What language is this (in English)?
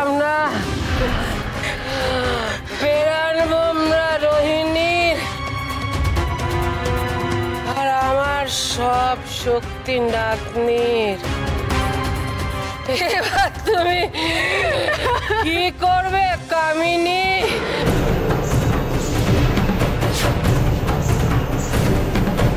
Bangla